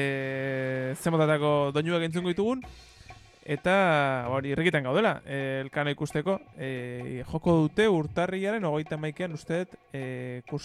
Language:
Basque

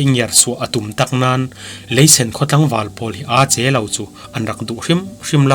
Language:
Falam Chin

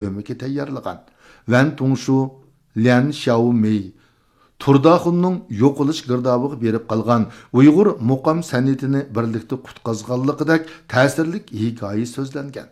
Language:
Uyghur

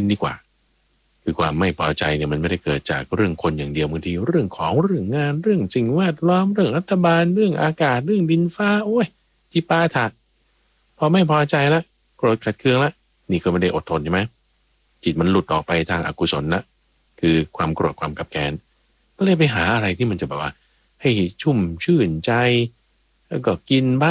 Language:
Thai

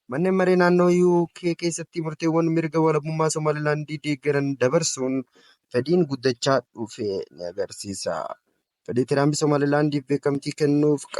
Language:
Oromo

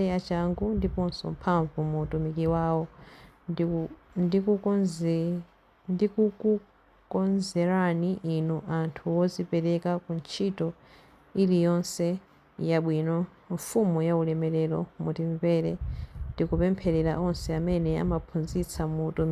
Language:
Nyanja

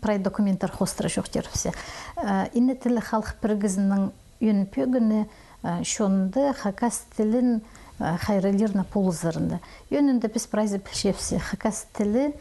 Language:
Khakas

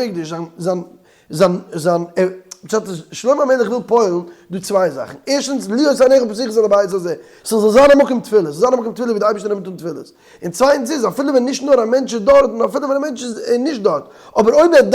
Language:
Yiddish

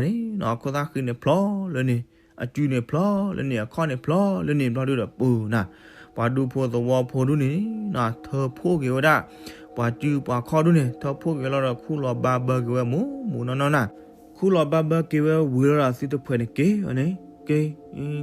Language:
S'gaw Karen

